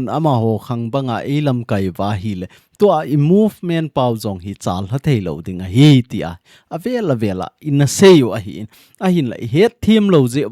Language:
Thado Chin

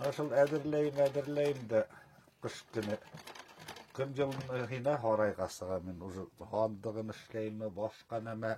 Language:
Bashkir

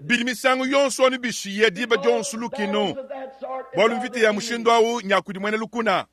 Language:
Luba-Lulua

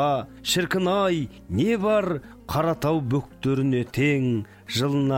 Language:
Kazakh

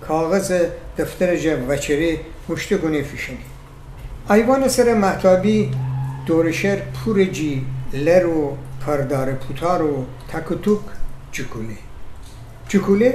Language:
Gilaki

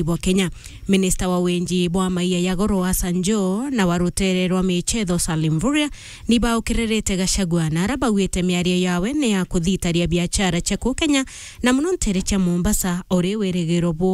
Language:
Meru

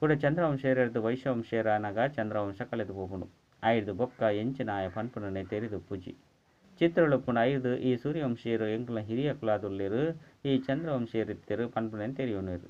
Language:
Tulu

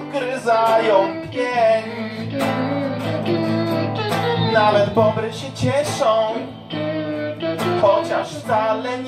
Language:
Polish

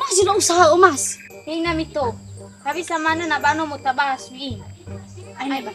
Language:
Nias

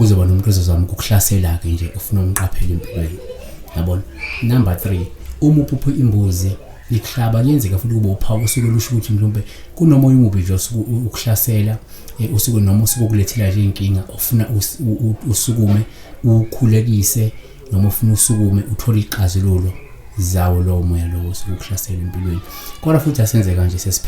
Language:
Zulu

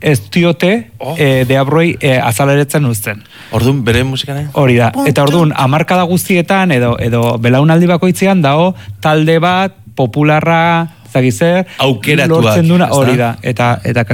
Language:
Basque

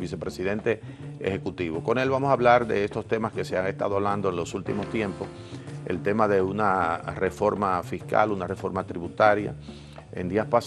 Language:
Spanish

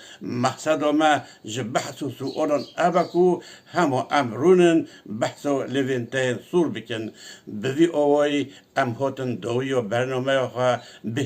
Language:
Kurdish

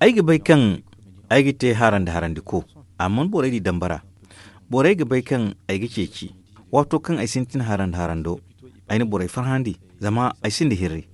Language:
Zarma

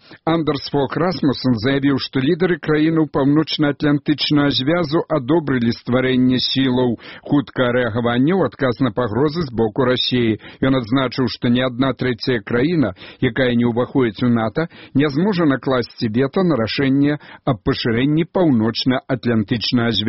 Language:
Belarusian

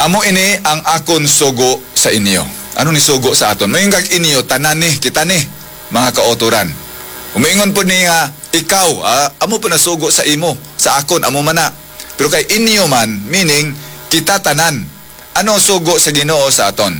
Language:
Hiligaynon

